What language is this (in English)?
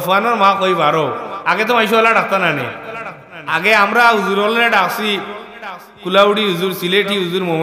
Sylheti